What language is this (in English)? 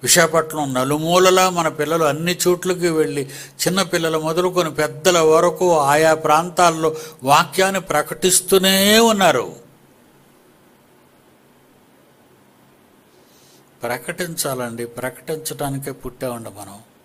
Telugu